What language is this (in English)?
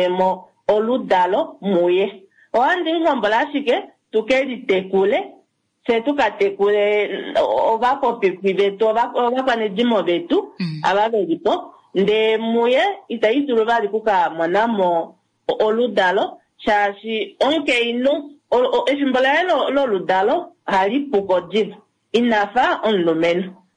Kuanyama